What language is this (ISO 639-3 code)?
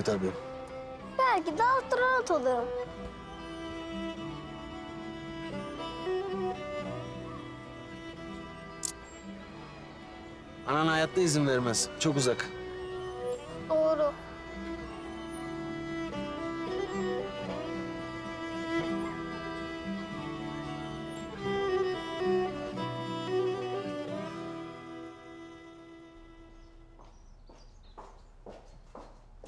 tur